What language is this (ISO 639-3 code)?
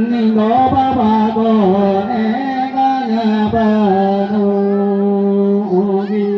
sat